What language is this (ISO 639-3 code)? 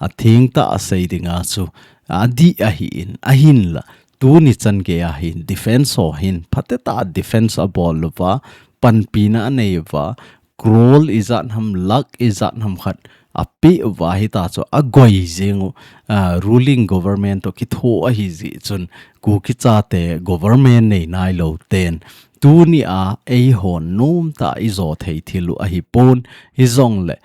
tcz